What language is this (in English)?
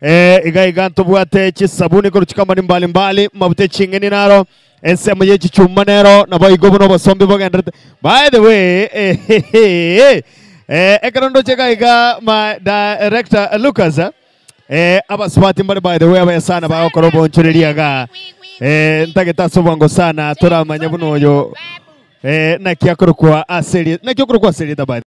Gusii